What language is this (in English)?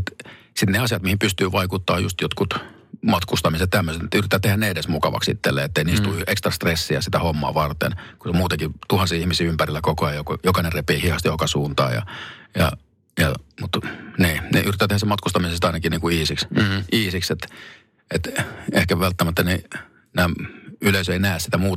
Finnish